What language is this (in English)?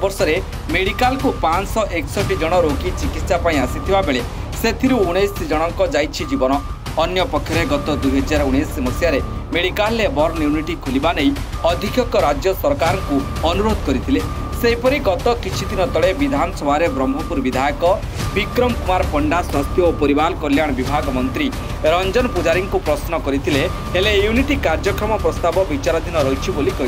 Odia